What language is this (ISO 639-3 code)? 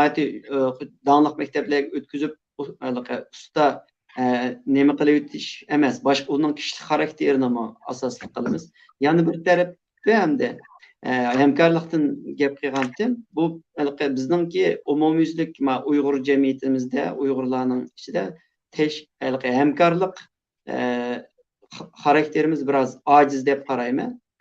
uig